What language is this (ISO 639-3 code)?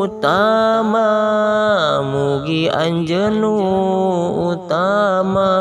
sun